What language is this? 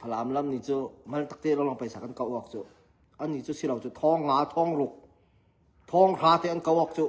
Hakha Chin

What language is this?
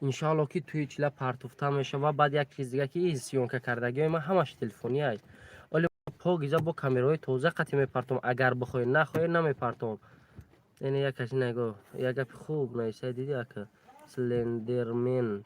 Tajik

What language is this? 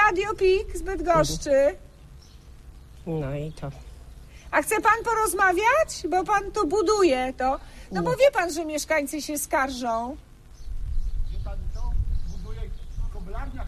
Polish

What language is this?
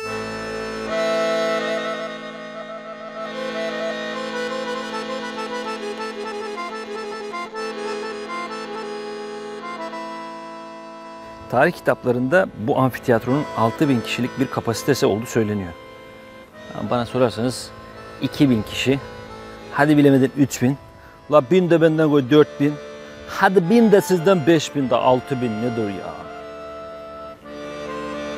Turkish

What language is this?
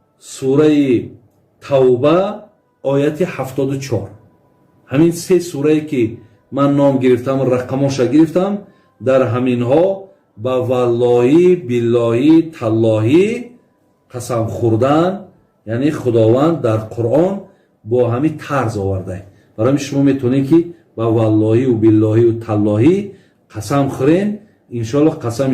Tajik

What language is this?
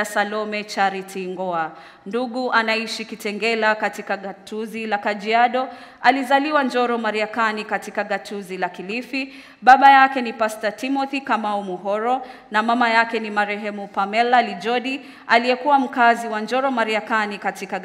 Swahili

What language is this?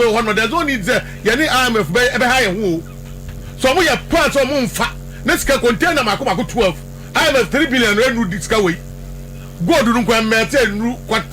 Akan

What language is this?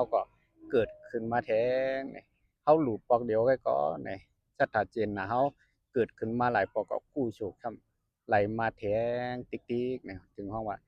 Shan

